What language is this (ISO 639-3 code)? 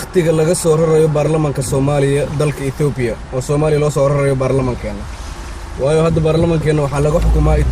som